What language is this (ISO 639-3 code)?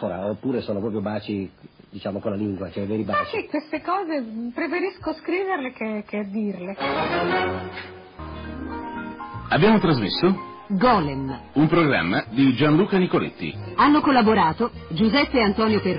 ita